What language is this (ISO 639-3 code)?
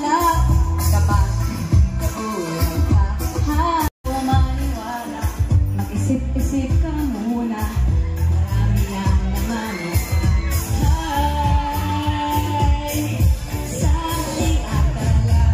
fil